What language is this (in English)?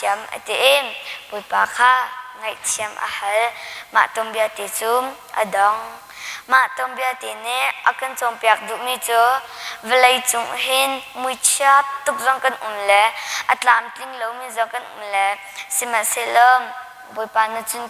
Hakha Chin